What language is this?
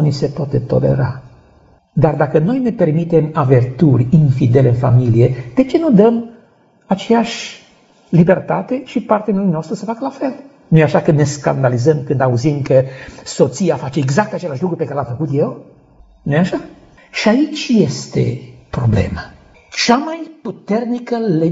Romanian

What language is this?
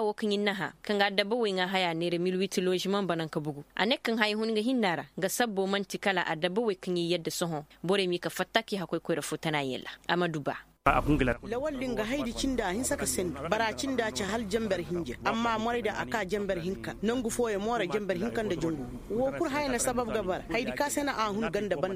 Koyraboro Senni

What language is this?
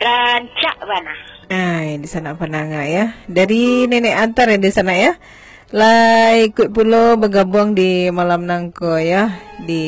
Minangkabau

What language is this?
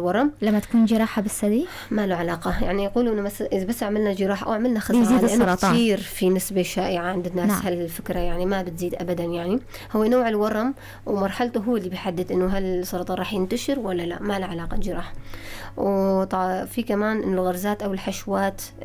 North Levantine Arabic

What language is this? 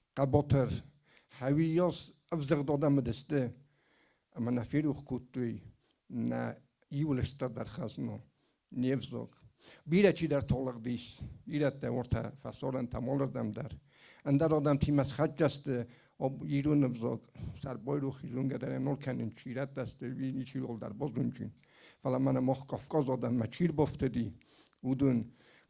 Ossetic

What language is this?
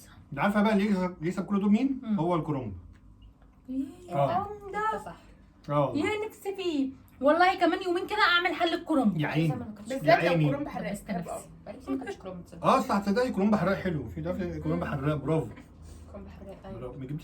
Egyptian Arabic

